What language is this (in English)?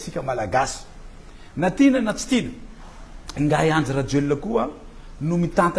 Malagasy